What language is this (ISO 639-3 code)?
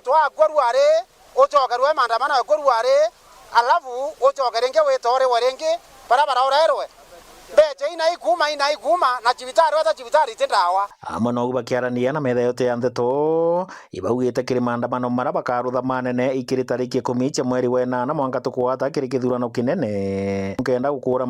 mer